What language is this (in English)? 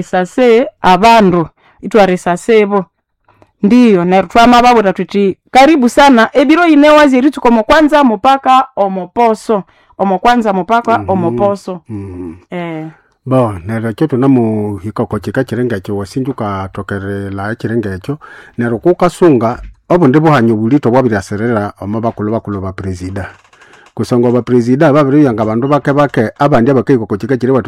Nande